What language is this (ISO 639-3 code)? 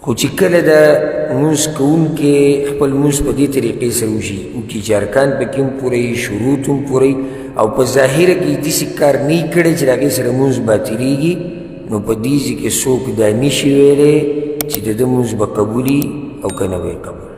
pus